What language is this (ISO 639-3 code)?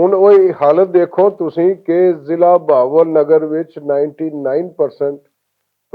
lah